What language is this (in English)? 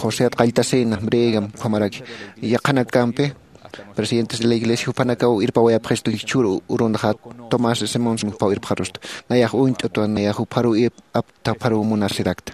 Aymara